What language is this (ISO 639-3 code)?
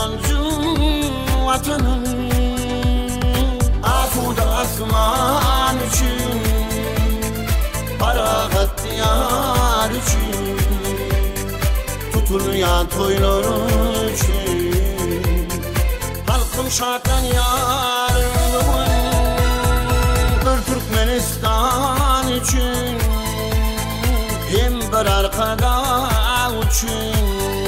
tuk